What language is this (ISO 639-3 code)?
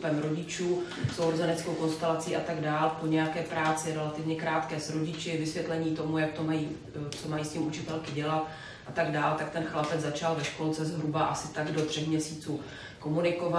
ces